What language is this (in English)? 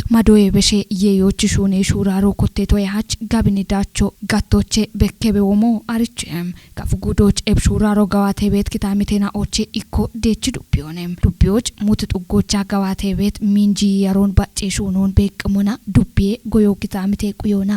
Kafa